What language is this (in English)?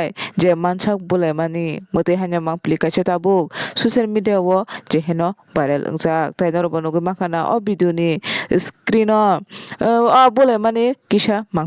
Kok Borok